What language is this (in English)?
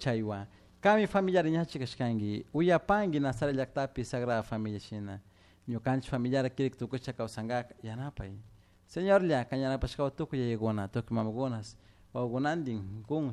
Chimborazo Highland Quichua